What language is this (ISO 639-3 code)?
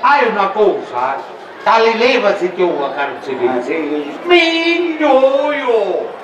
scn